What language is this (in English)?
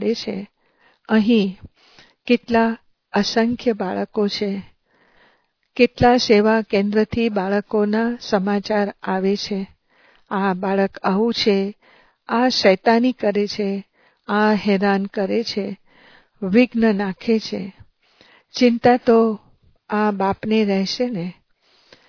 Gujarati